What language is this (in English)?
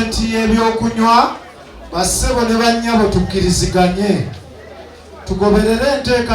Ganda